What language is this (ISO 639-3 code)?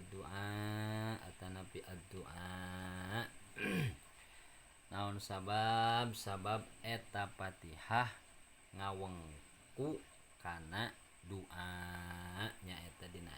sun